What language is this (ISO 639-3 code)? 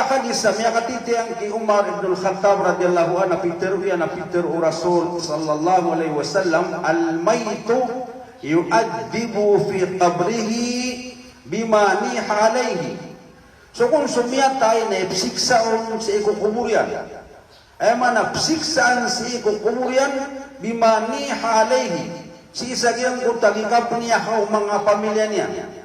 mrw